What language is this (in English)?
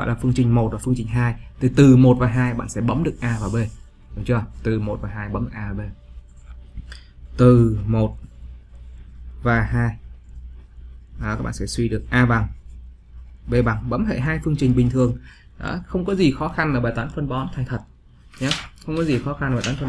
Vietnamese